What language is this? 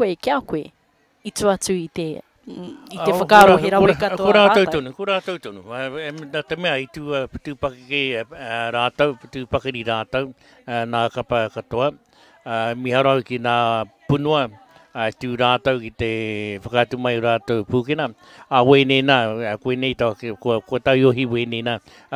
Māori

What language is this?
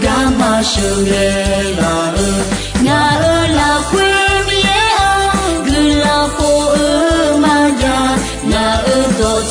Akha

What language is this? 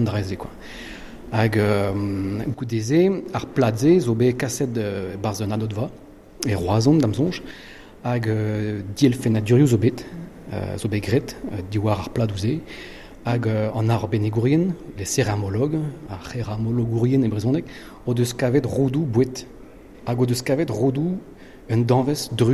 Breton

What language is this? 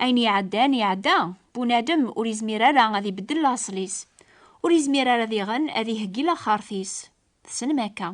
Kabyle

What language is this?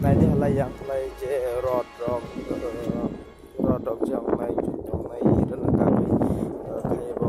Kok Borok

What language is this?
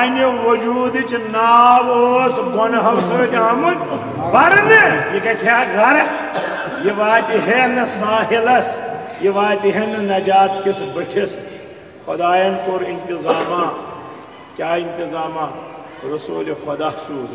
Kashmiri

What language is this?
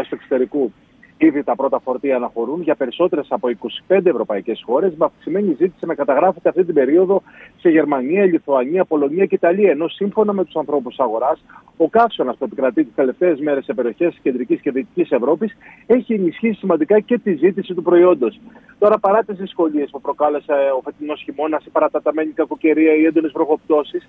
Greek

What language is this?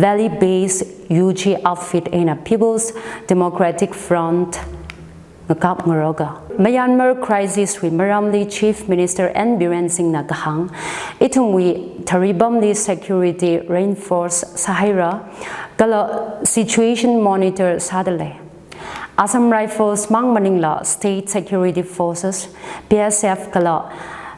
Tangkhul Naga (India)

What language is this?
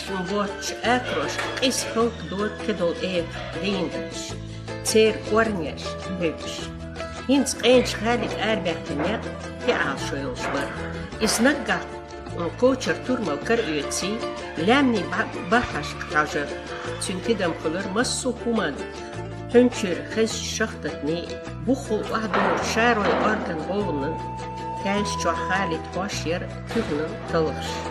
Chechen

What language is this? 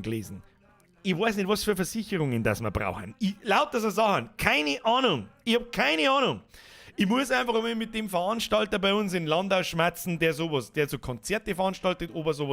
Bavarian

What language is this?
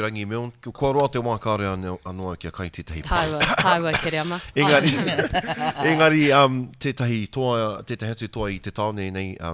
Māori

